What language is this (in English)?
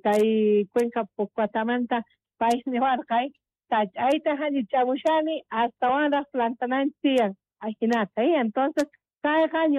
South Bolivian Quechua